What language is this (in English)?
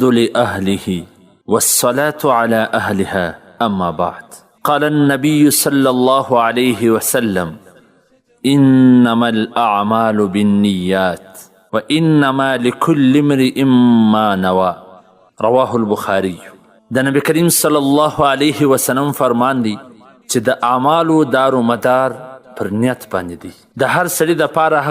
Pashto